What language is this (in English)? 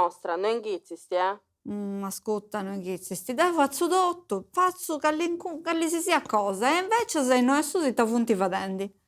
Sardinian